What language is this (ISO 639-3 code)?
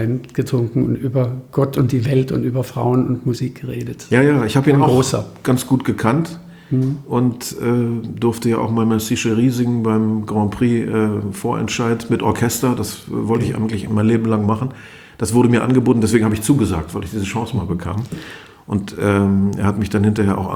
deu